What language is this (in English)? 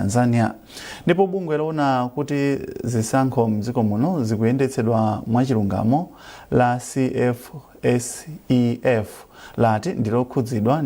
Nyanja